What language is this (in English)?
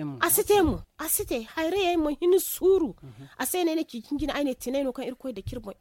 Zarma